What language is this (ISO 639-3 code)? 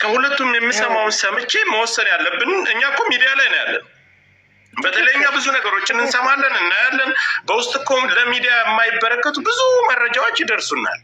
amh